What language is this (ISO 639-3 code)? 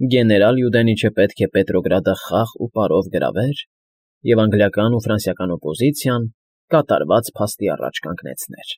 hye